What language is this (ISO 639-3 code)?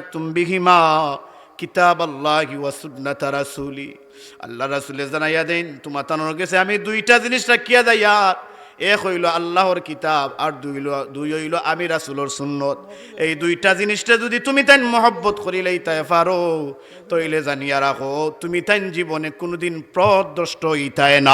syl